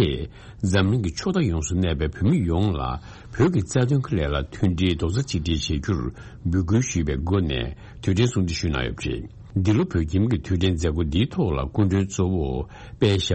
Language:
Tibetan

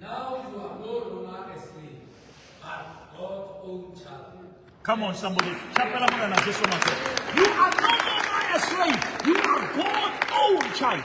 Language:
Southern Sotho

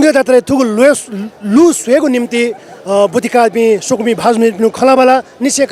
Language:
Newari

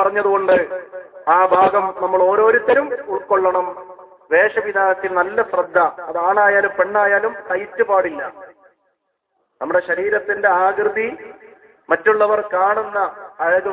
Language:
Malayalam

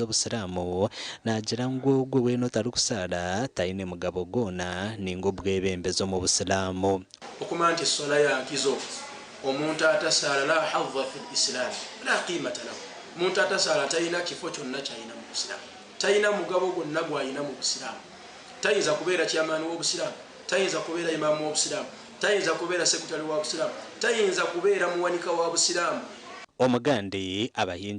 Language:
Nyankole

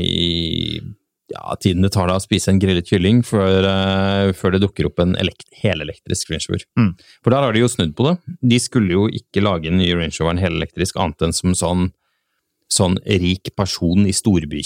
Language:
Norwegian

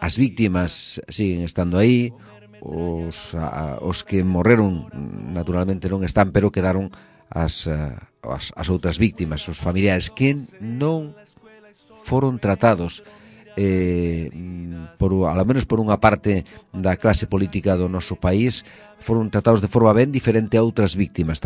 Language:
Galician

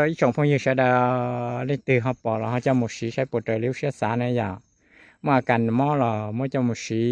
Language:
Hmong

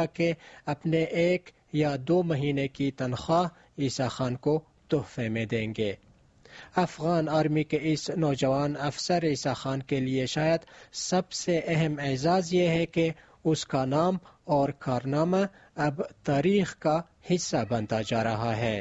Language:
Urdu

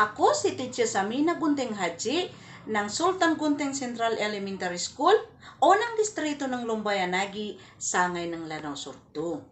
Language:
Maranao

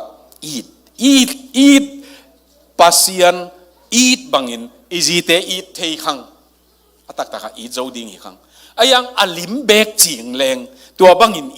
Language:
Tedim Chin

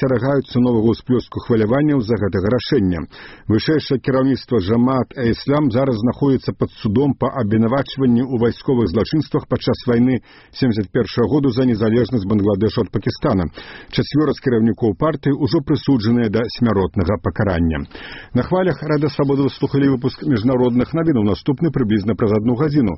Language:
Belarusian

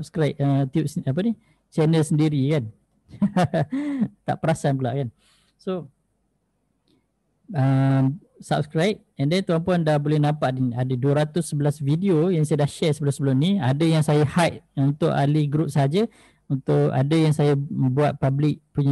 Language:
Malay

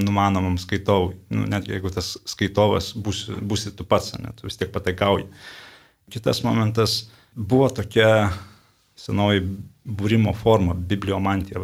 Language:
Lithuanian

